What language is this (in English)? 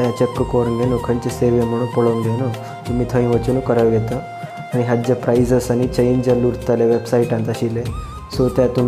Konkani